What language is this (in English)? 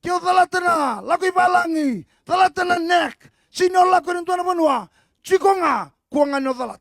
Fijian